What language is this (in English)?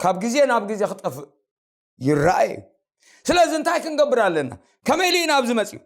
Tigrinya